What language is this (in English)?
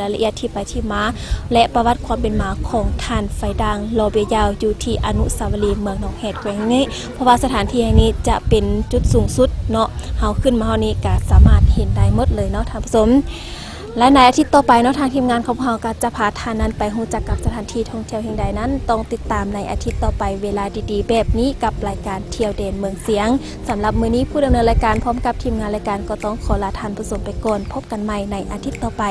Lao